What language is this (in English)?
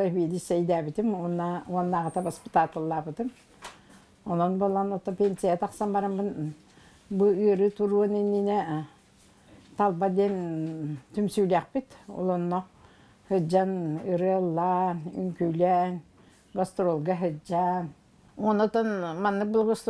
Yakut